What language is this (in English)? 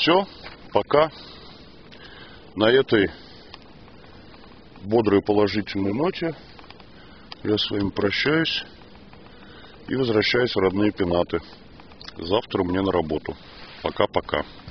Russian